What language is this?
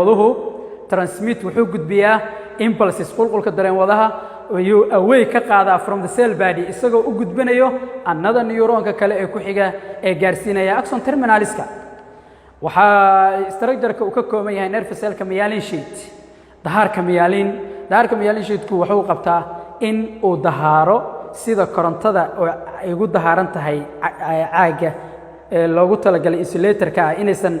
Somali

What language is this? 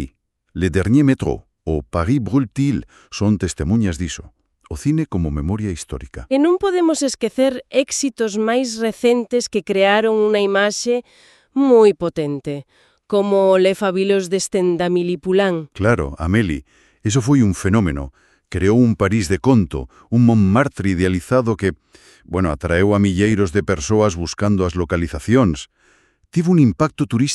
Galician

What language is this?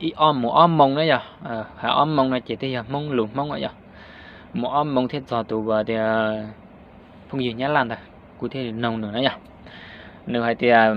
Hmong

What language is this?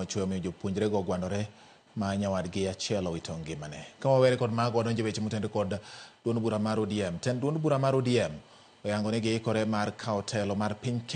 Luo (Kenya and Tanzania)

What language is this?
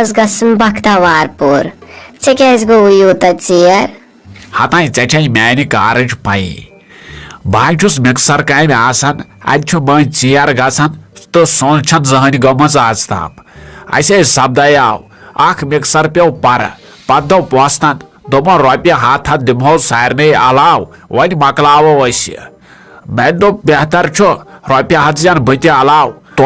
Kashmiri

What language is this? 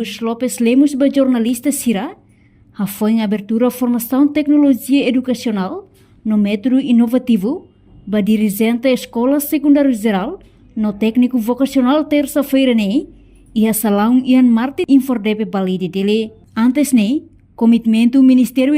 Tetum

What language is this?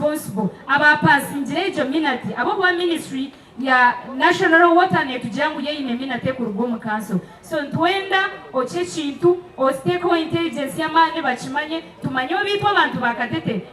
Nyankole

